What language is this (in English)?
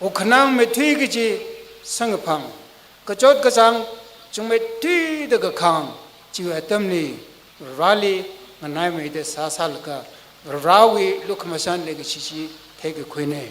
Tangkhul Naga (India)